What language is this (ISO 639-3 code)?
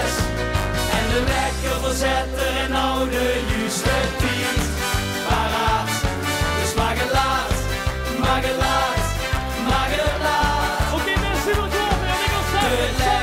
lim